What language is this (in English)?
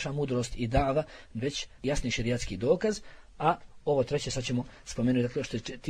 Bosnian